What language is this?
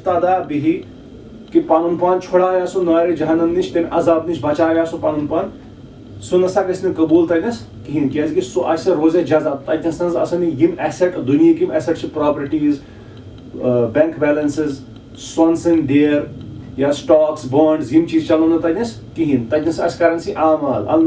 Kashmiri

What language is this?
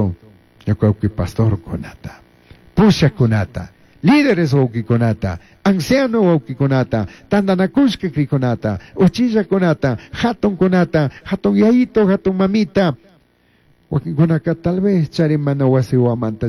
Chimborazo Highland Quichua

